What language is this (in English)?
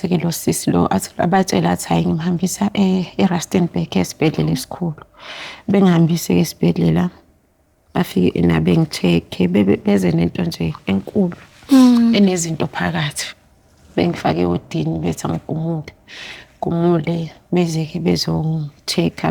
Zulu